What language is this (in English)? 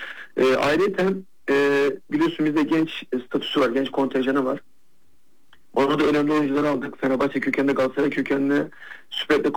Turkish